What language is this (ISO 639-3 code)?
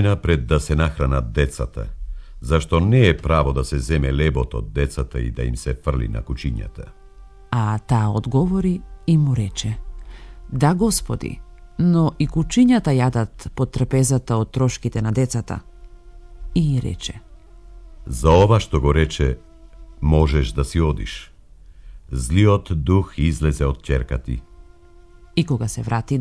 mkd